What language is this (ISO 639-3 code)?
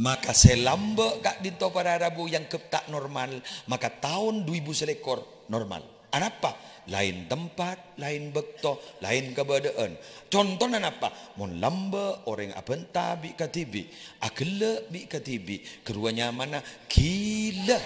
mad